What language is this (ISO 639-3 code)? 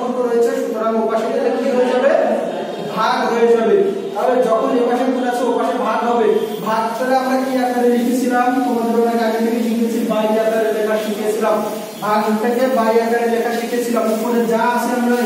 ben